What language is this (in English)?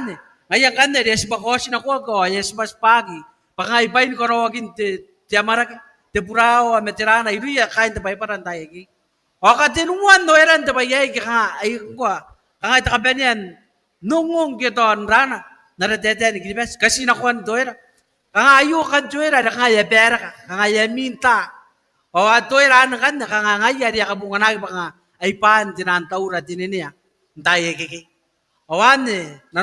Gilbertese